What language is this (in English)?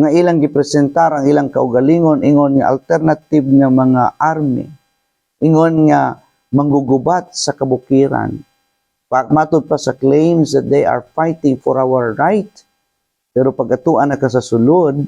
Cebuano